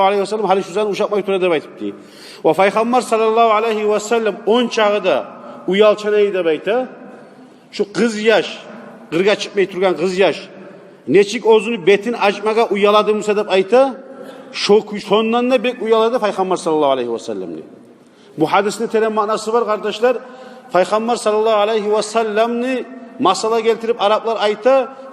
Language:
Kumyk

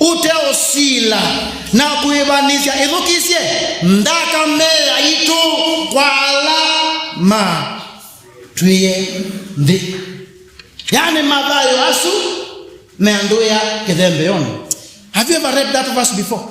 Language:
Kamba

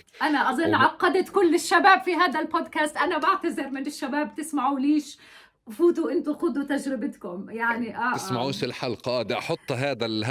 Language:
North Levantine Arabic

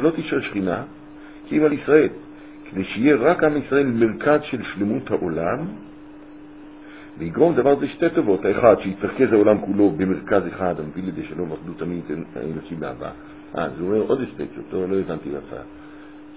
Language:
Hebrew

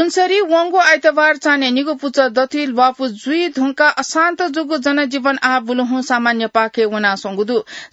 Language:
Newari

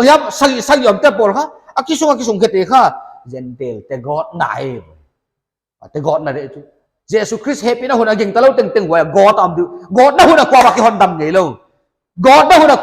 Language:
Paite Chin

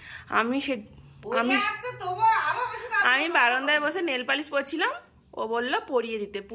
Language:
Bangla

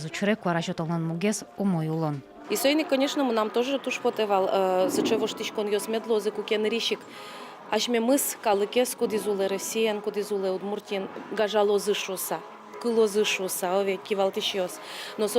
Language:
Udmurt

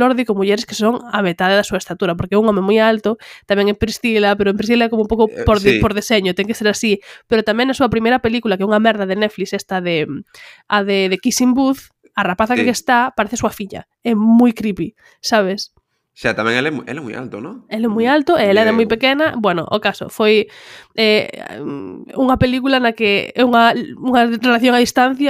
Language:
Galician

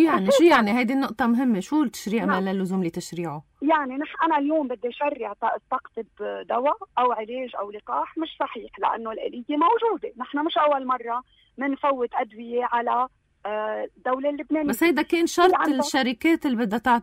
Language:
North Levantine Arabic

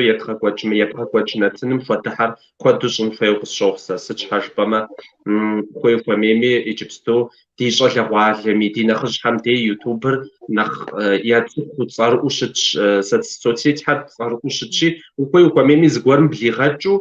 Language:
Kabardian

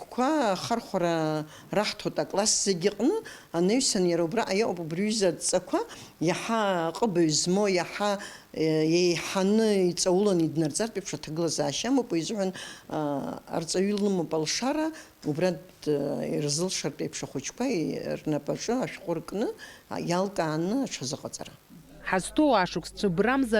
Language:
Abkhazian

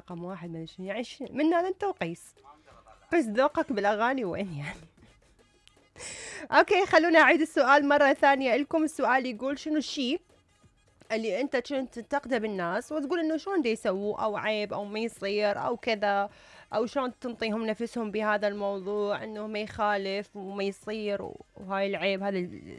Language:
Mesopotamian Arabic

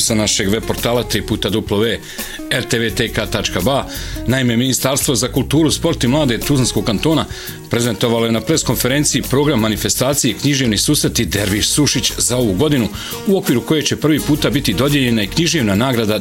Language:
Bosnian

